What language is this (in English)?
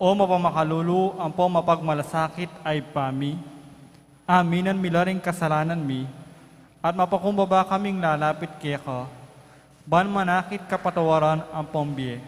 Pampanga